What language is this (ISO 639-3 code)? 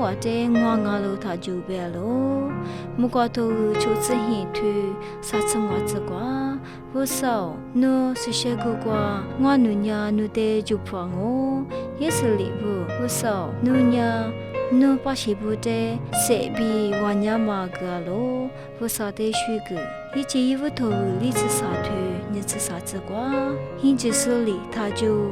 lis